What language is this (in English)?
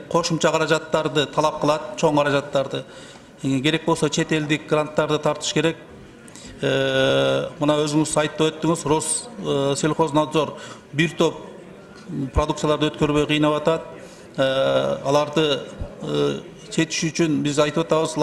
Kyrgyz